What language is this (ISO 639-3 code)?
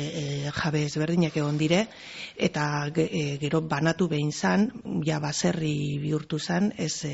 eus